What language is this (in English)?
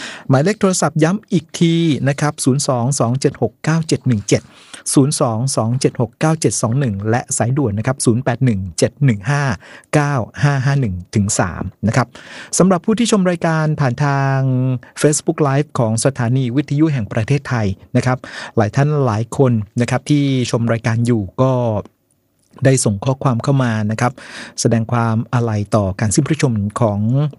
Thai